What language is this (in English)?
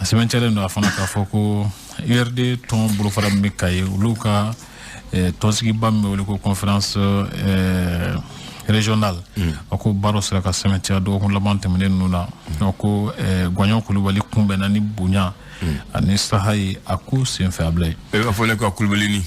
Bambara